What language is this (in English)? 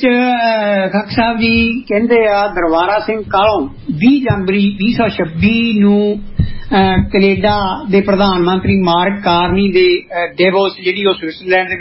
Punjabi